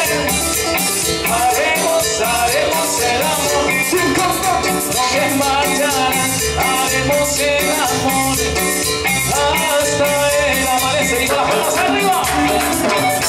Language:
Spanish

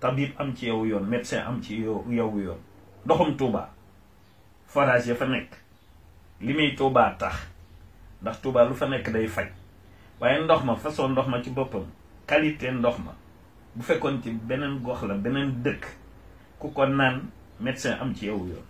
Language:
Wolof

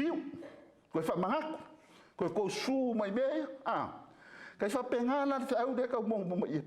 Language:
Samoan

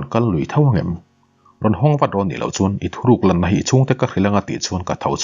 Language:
Mizo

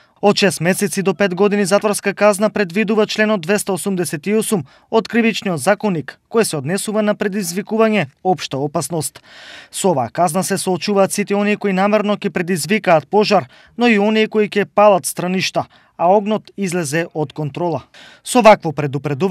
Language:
Macedonian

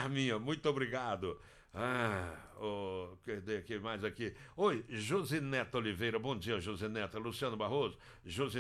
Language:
Portuguese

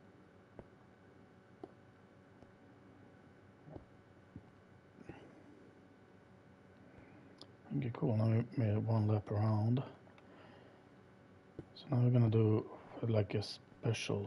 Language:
English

